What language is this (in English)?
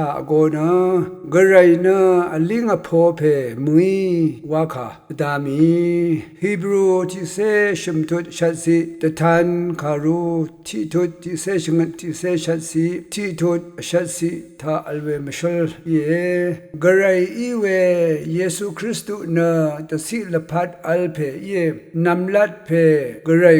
Rawang